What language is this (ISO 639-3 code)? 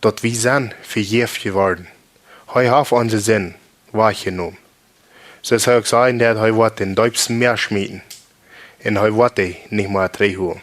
pdt